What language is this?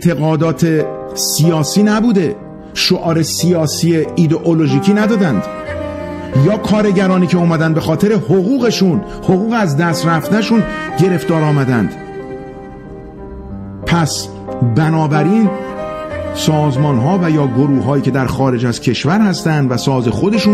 Persian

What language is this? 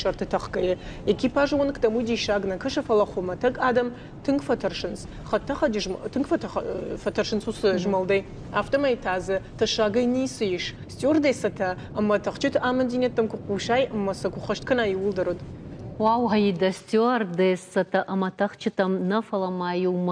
Ossetic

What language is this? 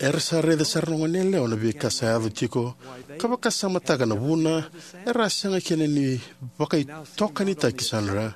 Fijian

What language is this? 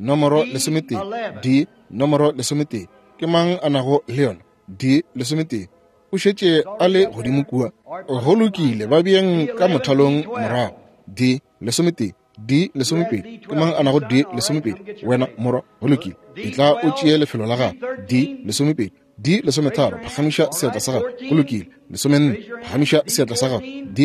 Northern Sotho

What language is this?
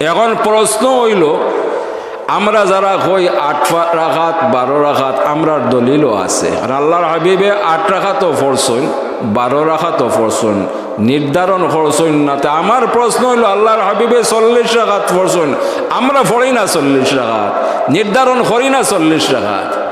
Sylheti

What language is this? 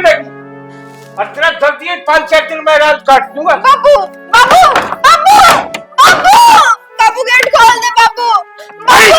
Haryanvi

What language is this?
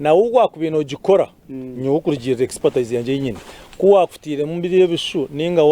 Nyankole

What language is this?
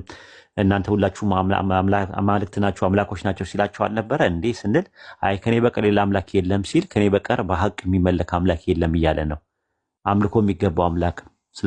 Amharic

